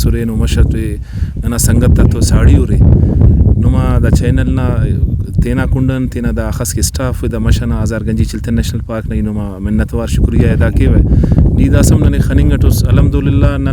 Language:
Brahui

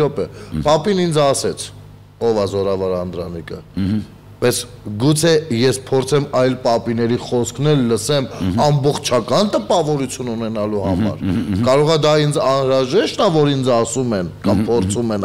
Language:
Armenian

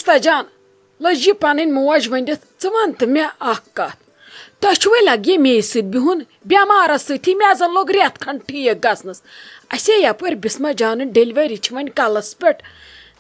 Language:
Kashmiri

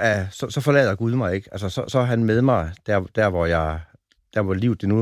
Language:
Danish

